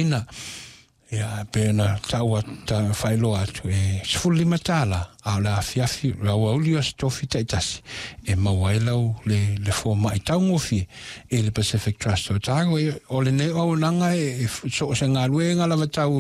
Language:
Samoan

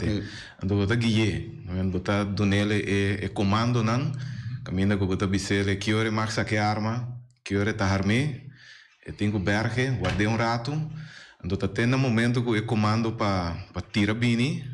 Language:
Papiamento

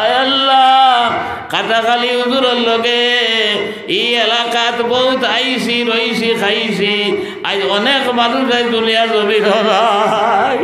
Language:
Sylheti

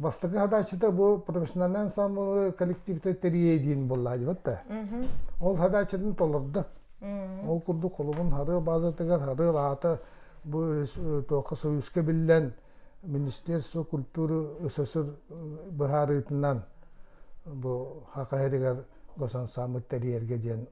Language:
Yakut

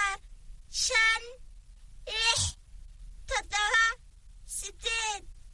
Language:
Somali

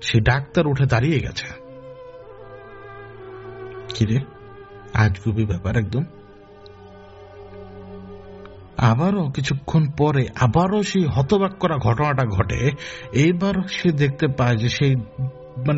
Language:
Bangla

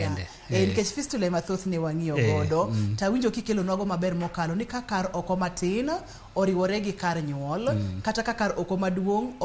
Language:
Luo (Kenya and Tanzania)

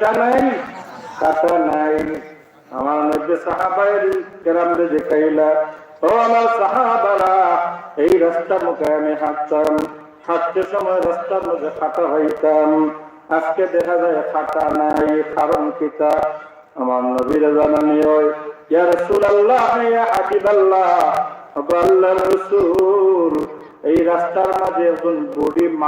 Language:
Sylheti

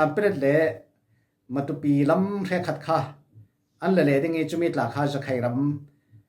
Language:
Falam Chin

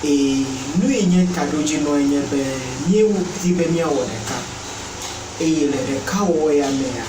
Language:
Ewe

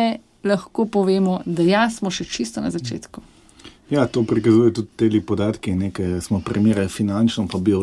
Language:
Slovenian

